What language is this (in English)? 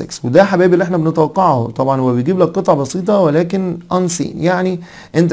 Egyptian Arabic